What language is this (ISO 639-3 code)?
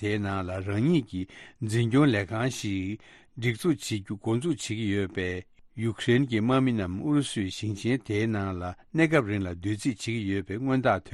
bod